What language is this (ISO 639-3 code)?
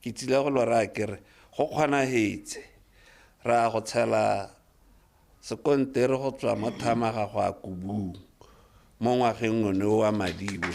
tsn